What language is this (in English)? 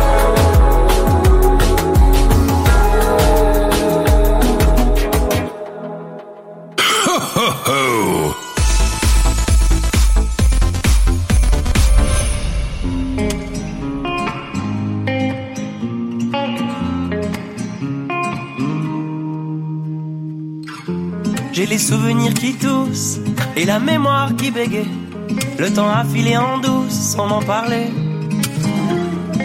French